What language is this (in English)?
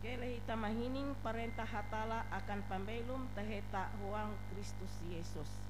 Ngaju